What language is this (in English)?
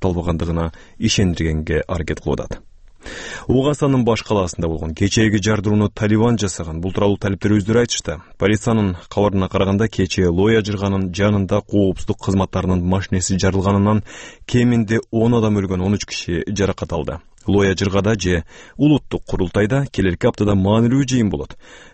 Kyrgyz